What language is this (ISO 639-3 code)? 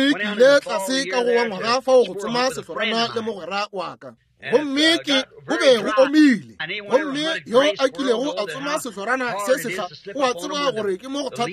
nso